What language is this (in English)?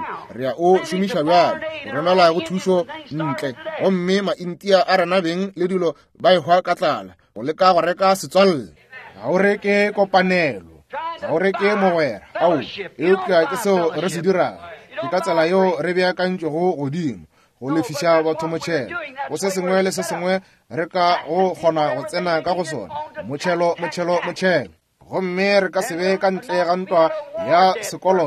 Northern Sotho